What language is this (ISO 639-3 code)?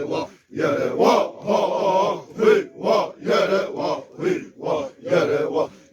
xav